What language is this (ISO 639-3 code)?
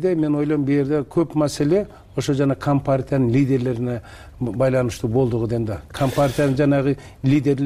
kir